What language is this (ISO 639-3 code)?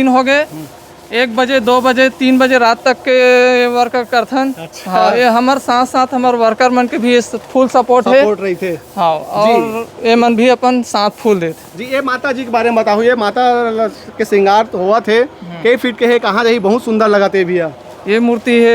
hne